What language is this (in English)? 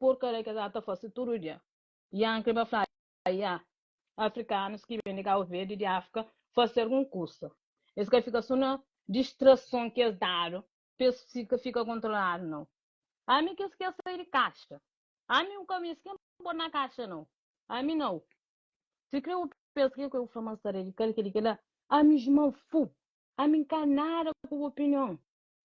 Kabuverdianu